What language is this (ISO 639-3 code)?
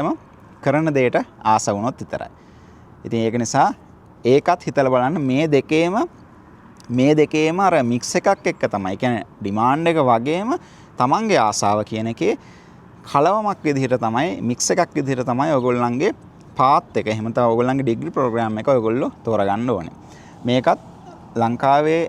sin